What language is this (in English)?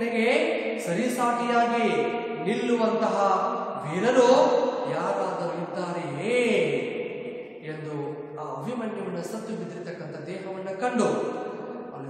Kannada